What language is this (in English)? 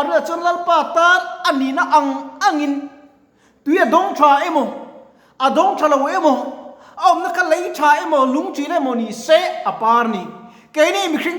Mizo